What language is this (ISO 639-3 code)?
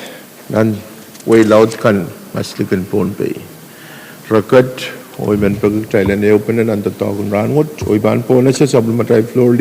pon